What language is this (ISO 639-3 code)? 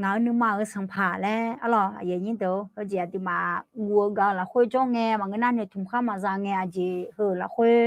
ahk